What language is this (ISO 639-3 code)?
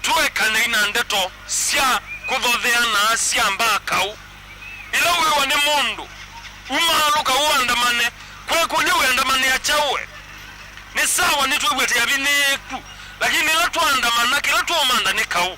kam